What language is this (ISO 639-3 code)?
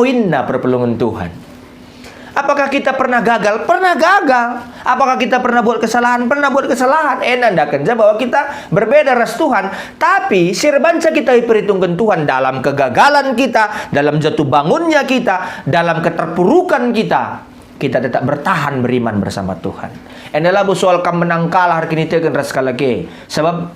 btx